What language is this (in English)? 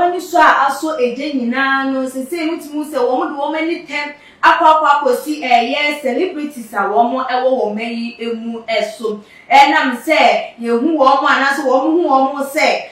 Akan